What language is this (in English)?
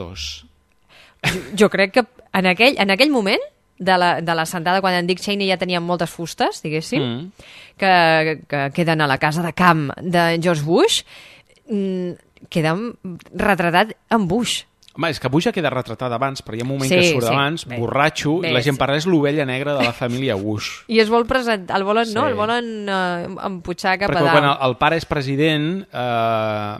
Catalan